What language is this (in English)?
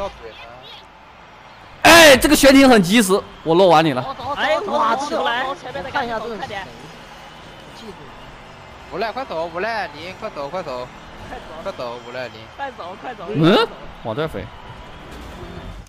Chinese